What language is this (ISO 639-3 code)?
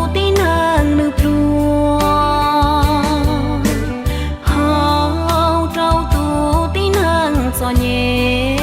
hmn